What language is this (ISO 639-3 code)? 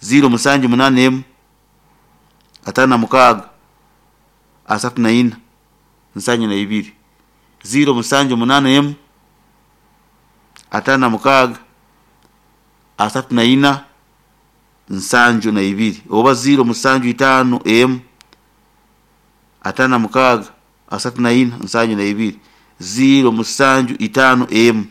nyo